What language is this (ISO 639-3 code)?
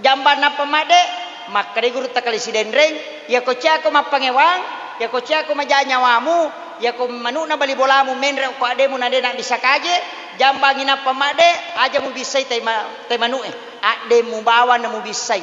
bug